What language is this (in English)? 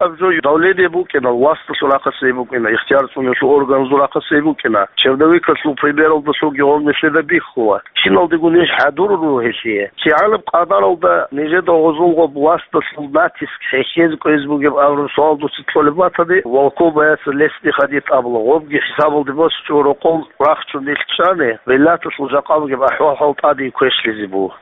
Avaric